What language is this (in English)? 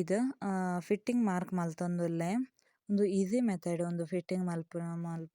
Tulu